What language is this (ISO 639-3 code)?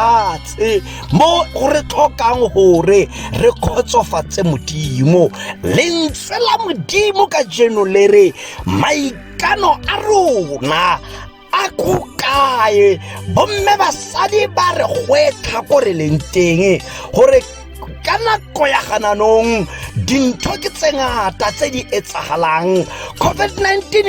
tsn